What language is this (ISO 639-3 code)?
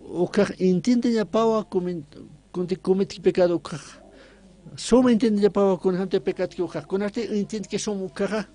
aym